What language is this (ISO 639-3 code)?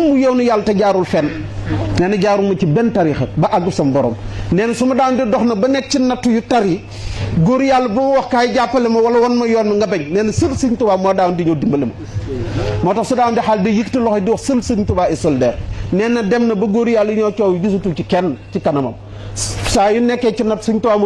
wol